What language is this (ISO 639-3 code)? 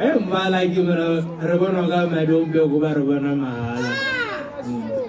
tsn